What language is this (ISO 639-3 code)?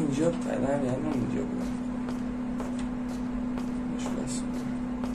fas